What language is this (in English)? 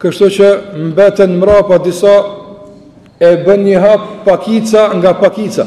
Albanian